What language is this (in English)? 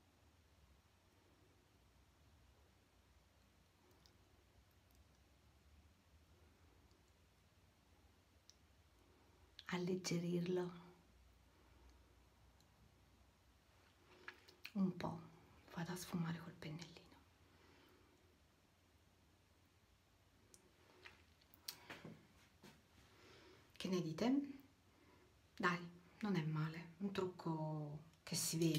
Italian